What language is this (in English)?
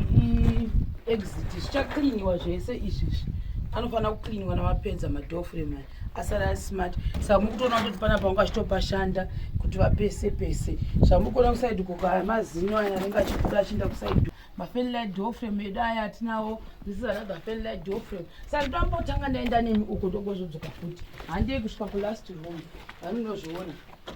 Shona